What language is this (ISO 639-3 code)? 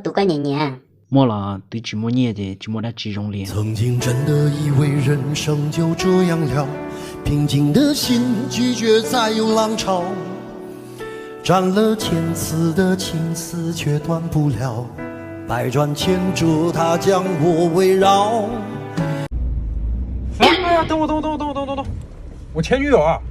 hmn